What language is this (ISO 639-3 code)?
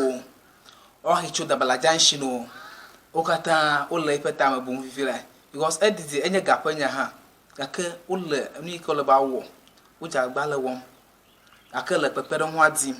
ewe